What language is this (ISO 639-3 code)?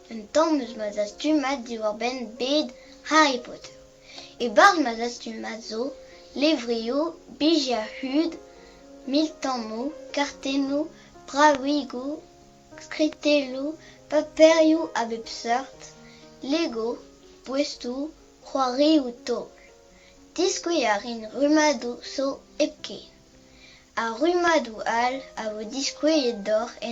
bre